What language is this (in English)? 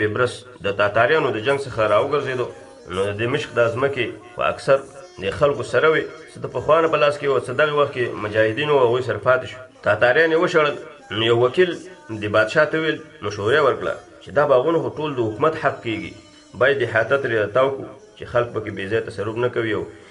Pashto